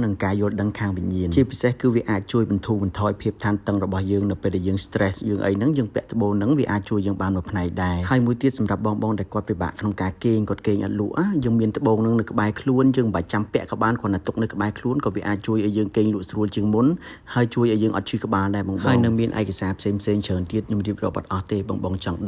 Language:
Khmer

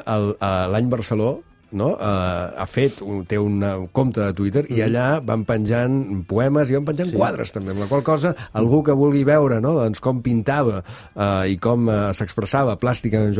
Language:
Catalan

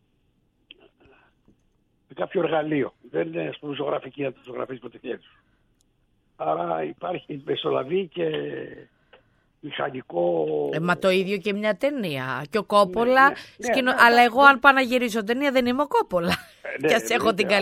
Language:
Greek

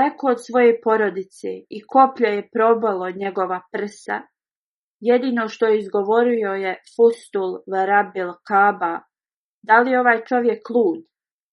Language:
Bosnian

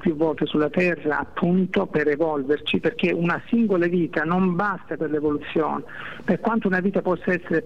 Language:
Italian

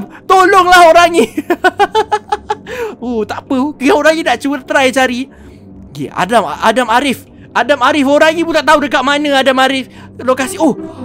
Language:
Malay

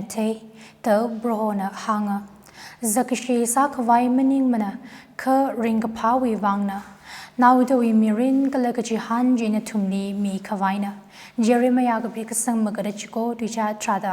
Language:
Tangkhul Naga (India)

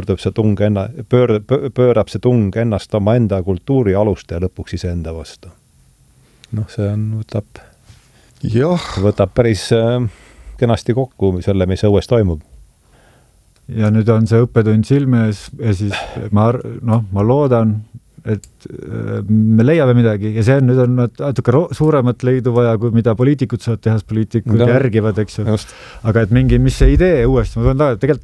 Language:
Estonian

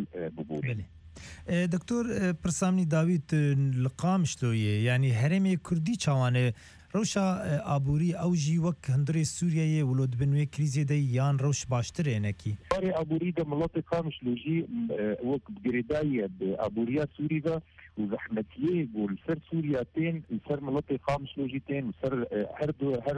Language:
Kurdish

